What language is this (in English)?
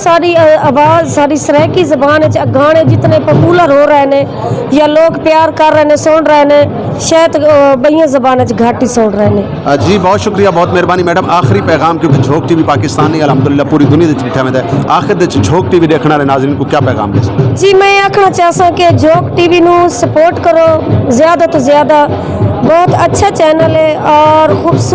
Saraiki